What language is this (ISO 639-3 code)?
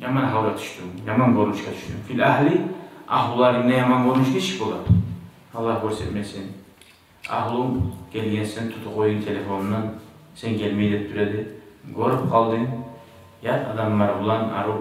kum